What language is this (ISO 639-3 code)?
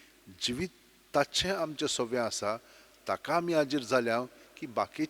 kok